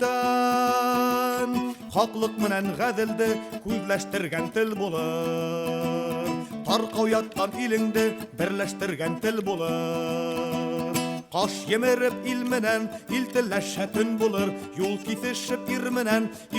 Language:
Bashkir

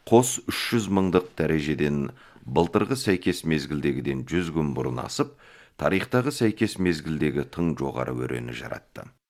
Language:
Kazakh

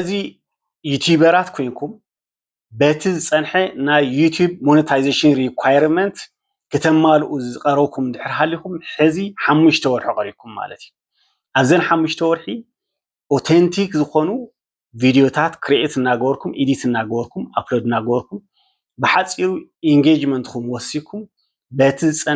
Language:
Tigrinya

